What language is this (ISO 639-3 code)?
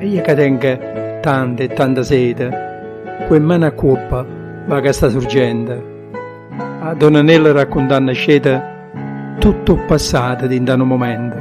nap